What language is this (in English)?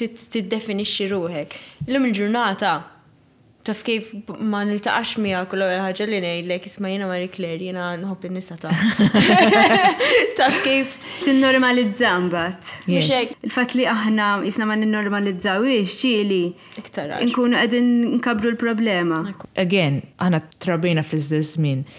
Maltese